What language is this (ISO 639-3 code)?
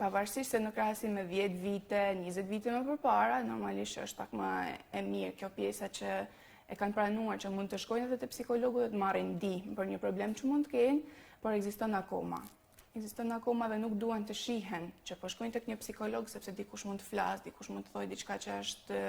sqi